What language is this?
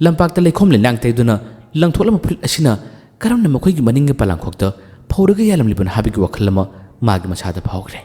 Manipuri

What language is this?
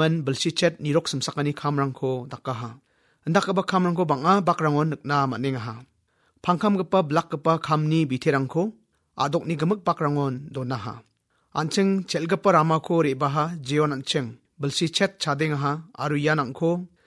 Garo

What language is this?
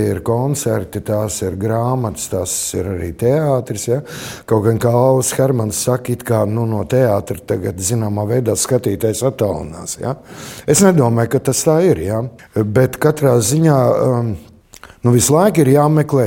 Latvian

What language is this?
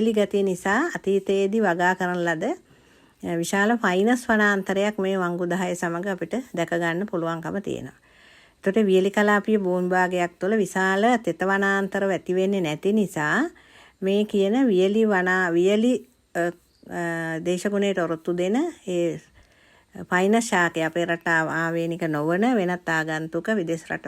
Sinhala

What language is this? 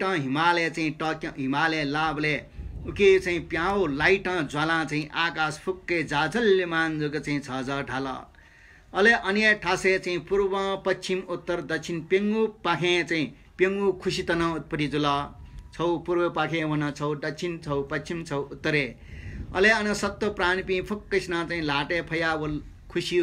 Newari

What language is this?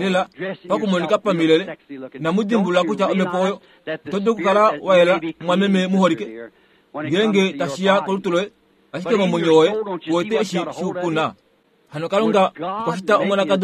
Kuanyama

